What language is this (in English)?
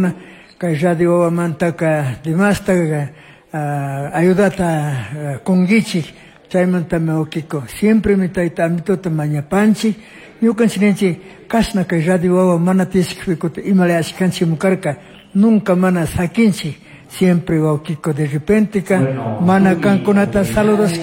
Chimborazo Highland Quichua